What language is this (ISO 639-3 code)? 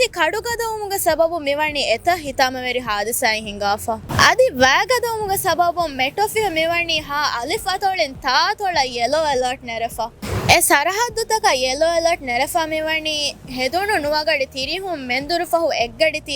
div